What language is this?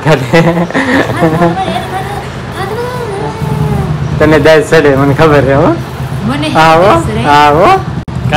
Gujarati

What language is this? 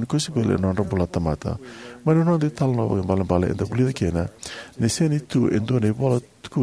Fijian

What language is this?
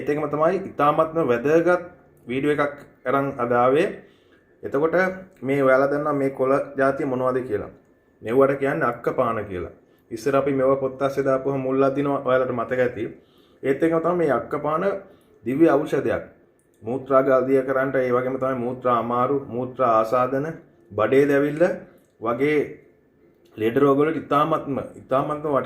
Sinhala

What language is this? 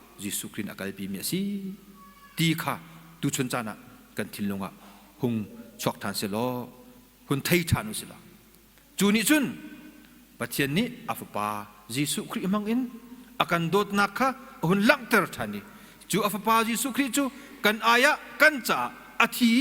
Hakha Chin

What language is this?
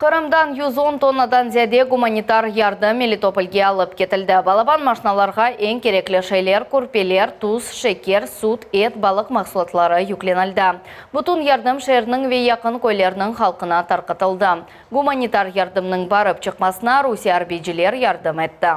Crimean Tatar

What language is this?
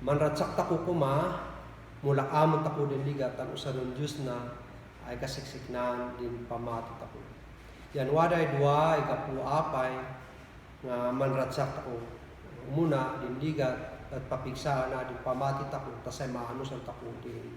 Kankanaey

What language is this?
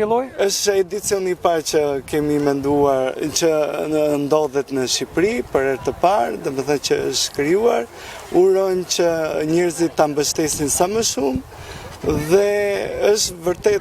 Albanian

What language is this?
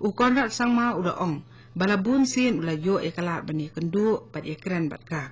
Khasi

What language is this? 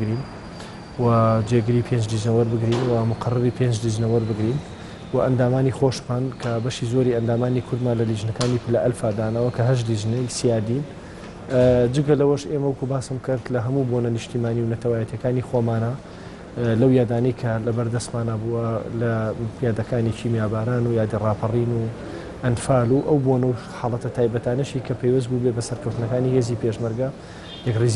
Central Kurdish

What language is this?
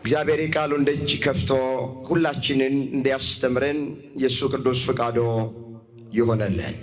Amharic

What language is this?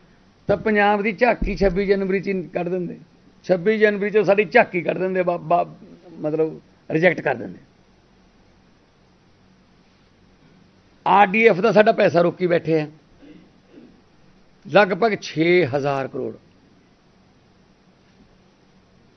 Punjabi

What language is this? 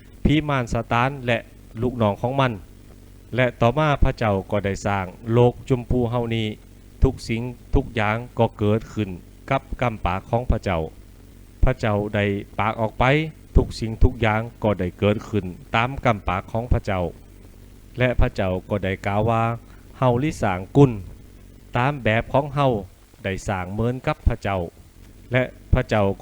Lü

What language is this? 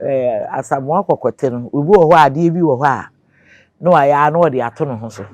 Akan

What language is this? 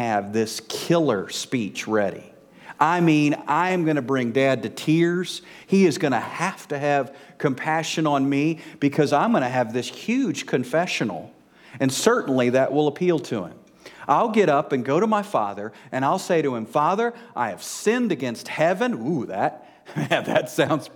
English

